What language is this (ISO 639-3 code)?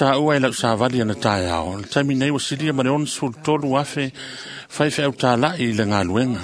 smo